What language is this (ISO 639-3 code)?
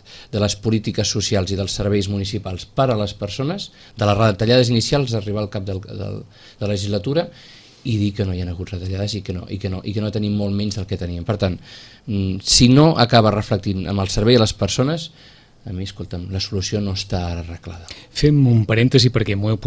cat